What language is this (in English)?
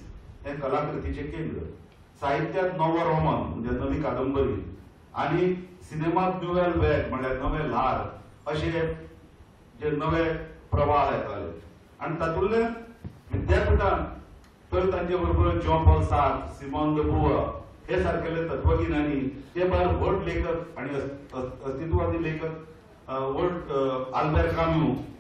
Konkani